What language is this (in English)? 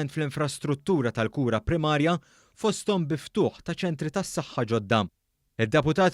Maltese